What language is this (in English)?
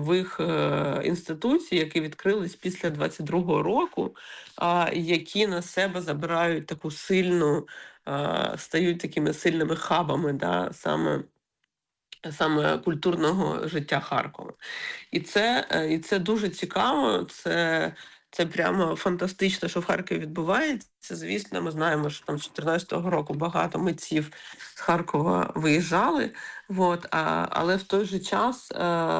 Ukrainian